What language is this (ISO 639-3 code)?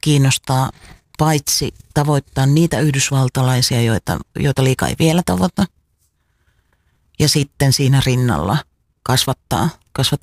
fin